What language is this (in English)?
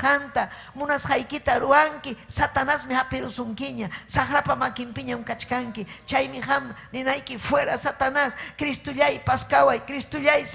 Ayacucho Quechua